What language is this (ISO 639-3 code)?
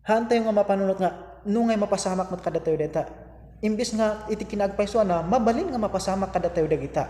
ilo